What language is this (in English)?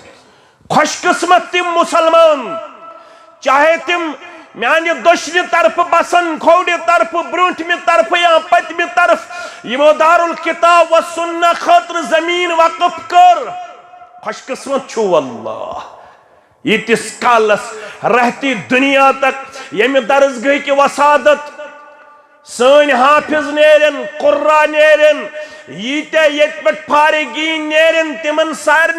Kashmiri